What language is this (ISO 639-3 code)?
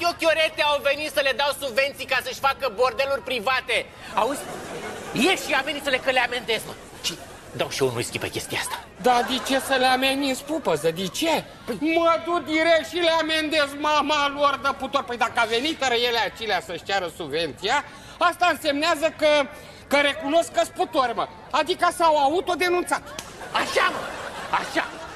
ron